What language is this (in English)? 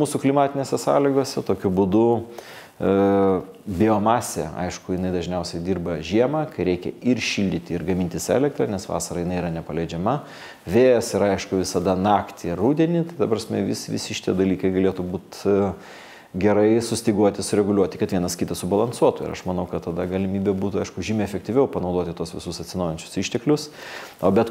Lithuanian